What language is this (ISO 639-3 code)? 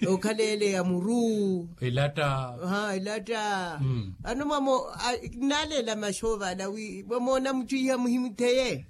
vmw